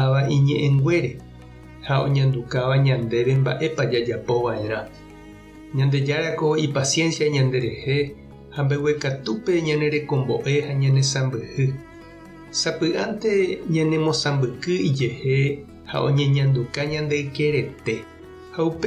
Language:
Guarani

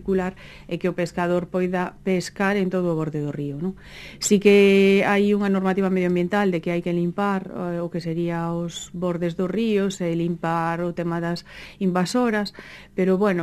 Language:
Galician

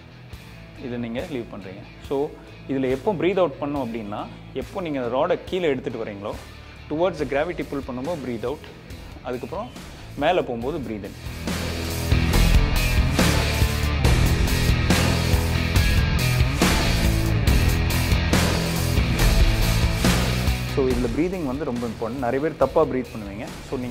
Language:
Tamil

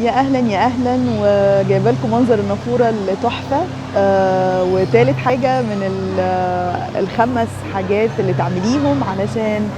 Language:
Egyptian Arabic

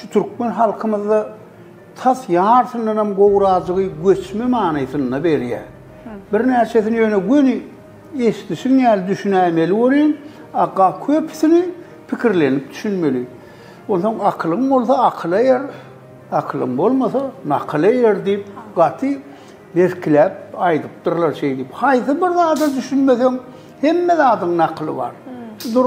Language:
Turkmen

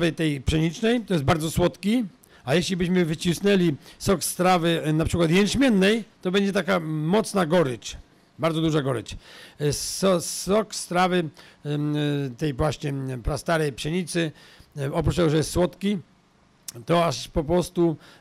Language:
Polish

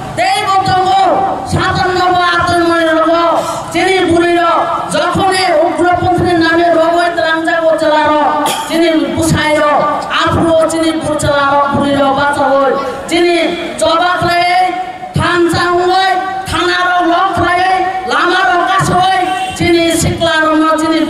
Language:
Kok Borok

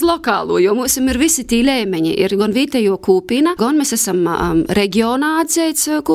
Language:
Latvian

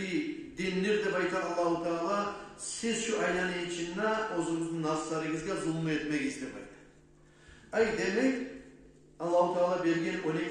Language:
Kumyk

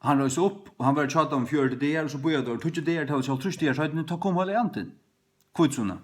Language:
Faroese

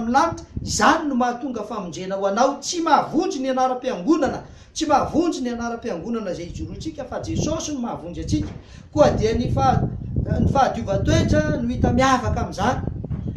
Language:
Malagasy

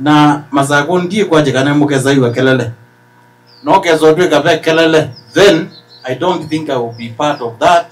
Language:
Kamba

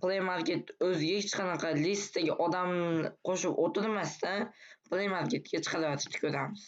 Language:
Uzbek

